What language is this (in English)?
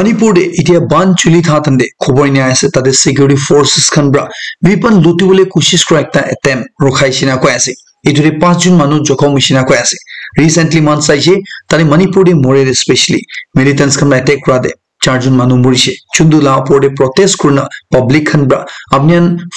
Naga Pidgin